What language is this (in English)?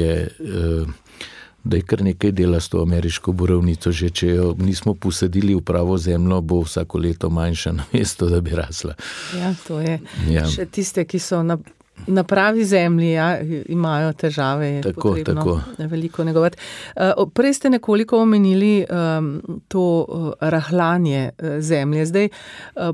Slovenian